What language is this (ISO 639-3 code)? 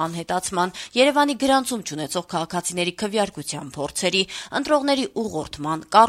hye